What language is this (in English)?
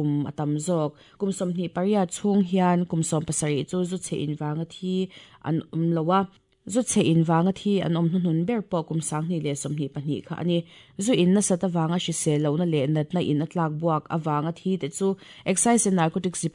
Mizo